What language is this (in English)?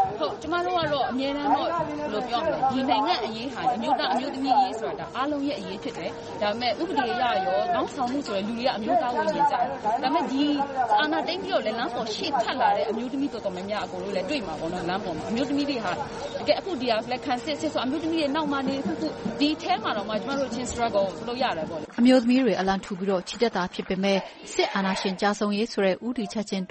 Burmese